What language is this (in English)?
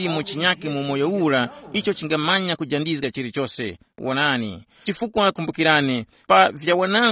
Tumbuka